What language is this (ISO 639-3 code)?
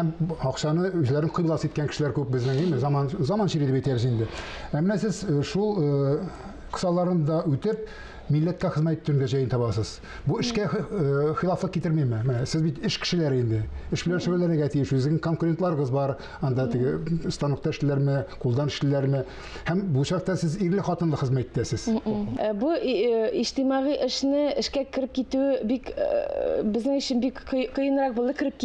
tat